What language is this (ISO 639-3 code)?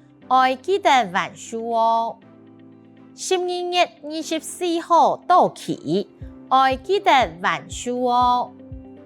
hak